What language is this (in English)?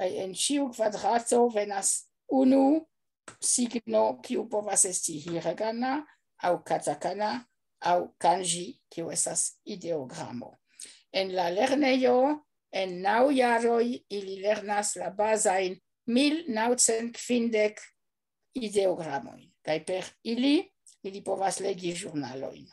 Esperanto